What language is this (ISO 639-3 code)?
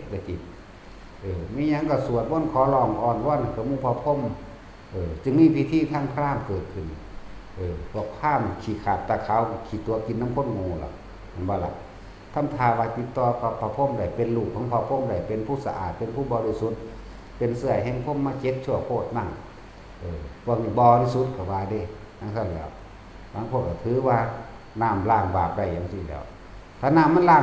tts